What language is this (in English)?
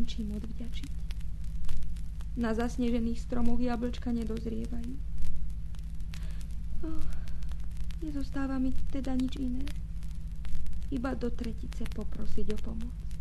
Slovak